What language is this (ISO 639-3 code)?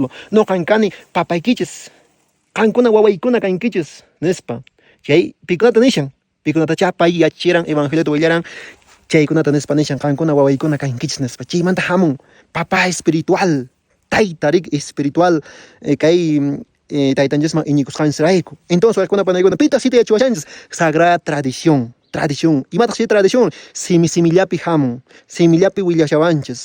que